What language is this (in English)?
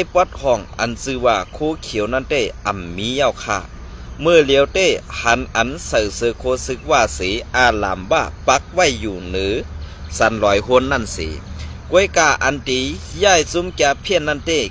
Shan